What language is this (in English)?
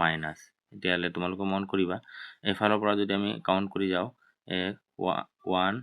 Assamese